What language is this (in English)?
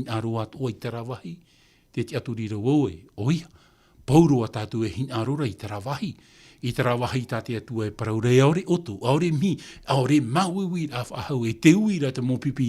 Tahitian